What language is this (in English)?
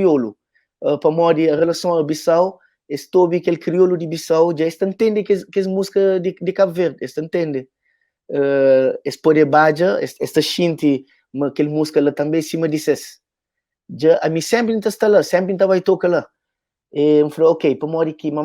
Kabuverdianu